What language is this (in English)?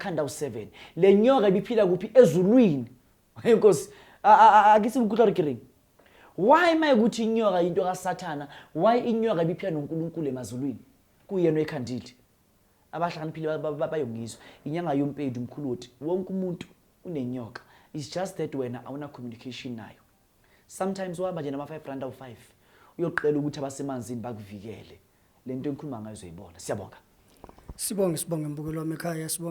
Zulu